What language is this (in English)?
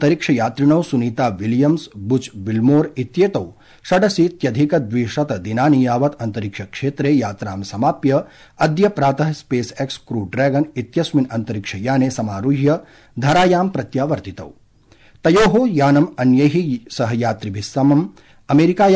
Sanskrit